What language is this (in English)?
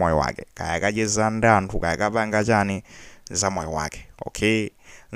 Nyanja